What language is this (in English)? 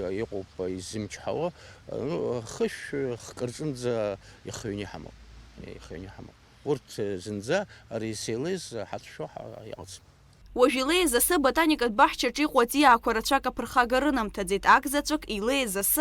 Abkhazian